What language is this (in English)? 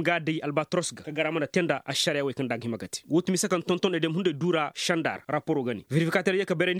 Koyraboro Senni